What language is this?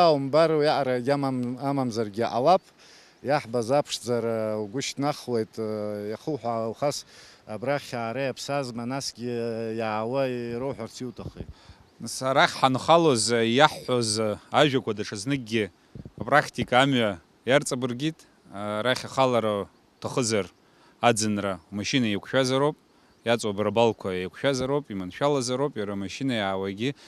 Abkhazian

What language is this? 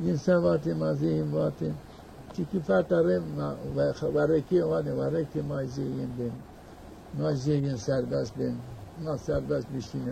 Zaza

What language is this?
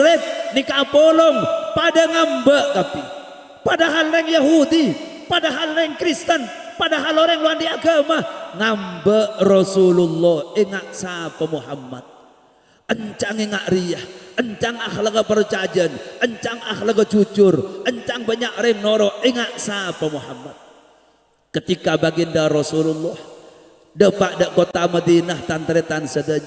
Madurese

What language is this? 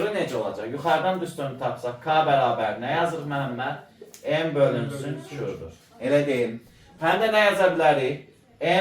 Azerbaijani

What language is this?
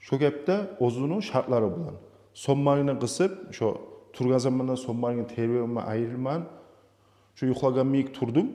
Kumyk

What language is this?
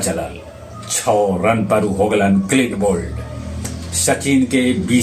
Magahi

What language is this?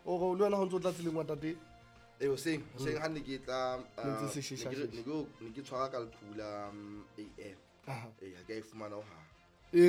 Southern Sotho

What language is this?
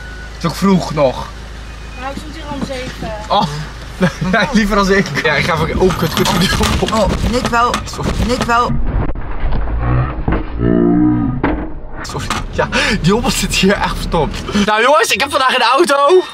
Dutch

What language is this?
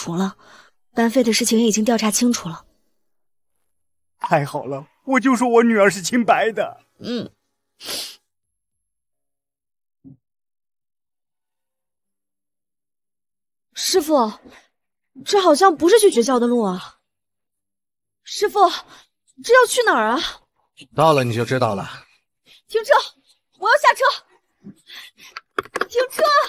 Chinese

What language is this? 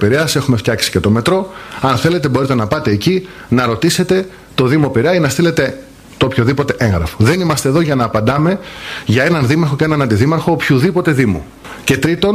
Greek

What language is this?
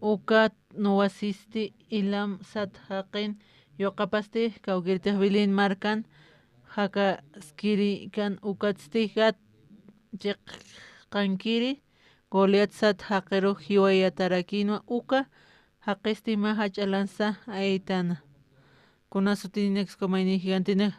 Aymara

